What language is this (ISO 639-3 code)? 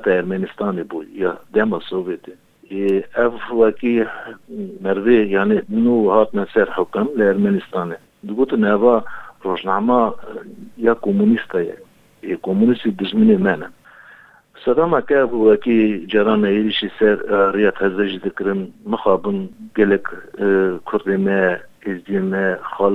kur